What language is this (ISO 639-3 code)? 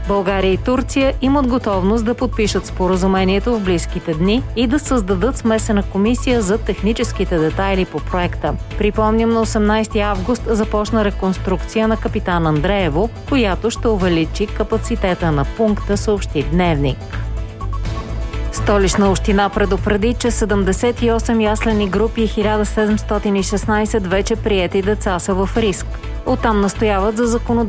bul